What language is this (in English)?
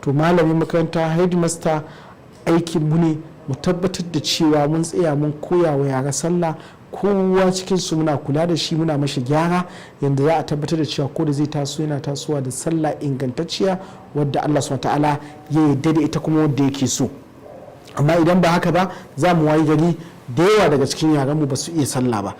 Hausa